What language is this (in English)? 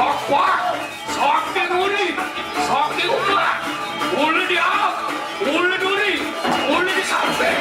Balinese